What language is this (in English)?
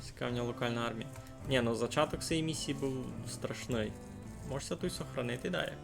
Rusyn